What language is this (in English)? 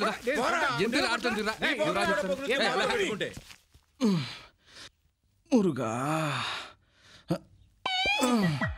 Telugu